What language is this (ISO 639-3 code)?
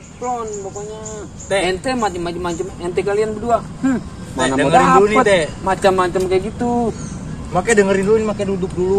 bew